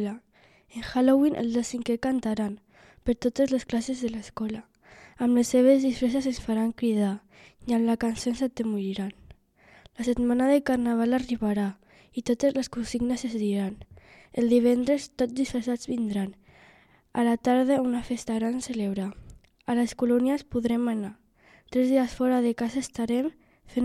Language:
Catalan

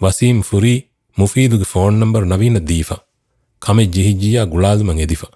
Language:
Divehi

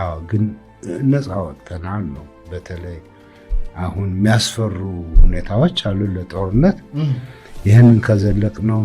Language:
Amharic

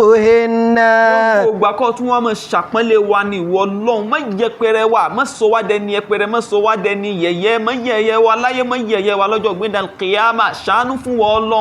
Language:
Yoruba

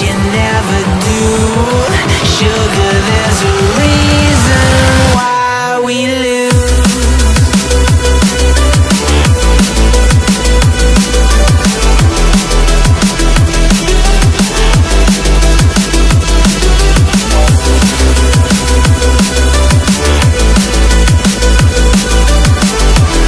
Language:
English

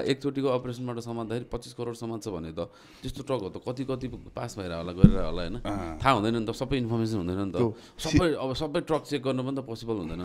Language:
Nepali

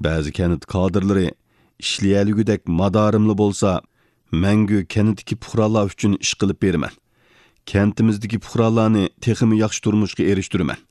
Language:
Uyghur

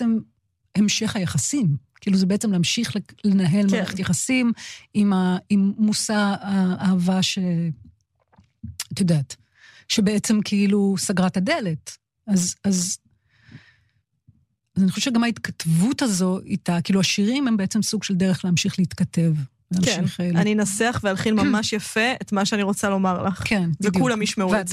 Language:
Hebrew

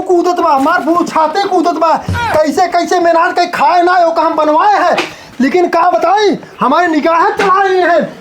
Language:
Awadhi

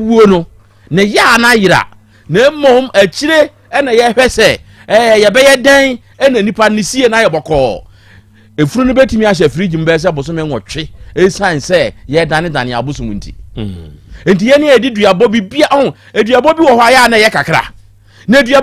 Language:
Akan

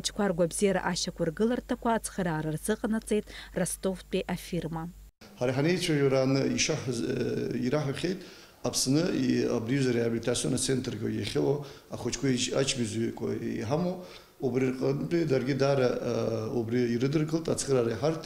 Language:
Abkhazian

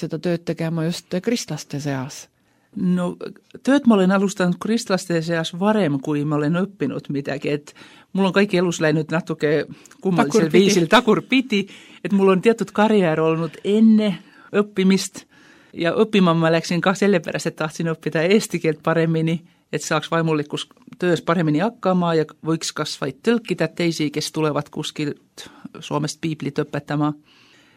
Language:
Estonian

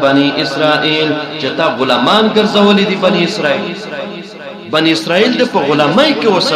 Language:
Pashto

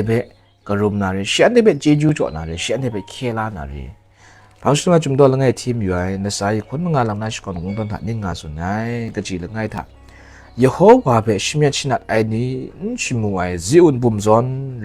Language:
Kachin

